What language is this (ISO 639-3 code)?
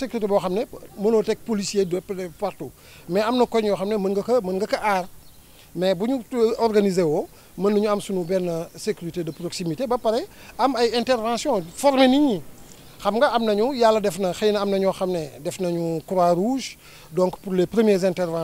wol